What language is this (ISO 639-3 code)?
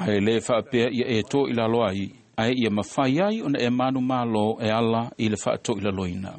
smo